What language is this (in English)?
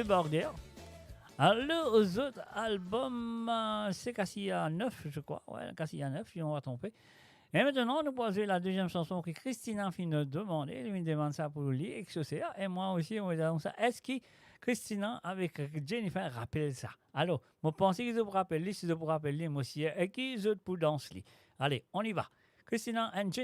Morisyen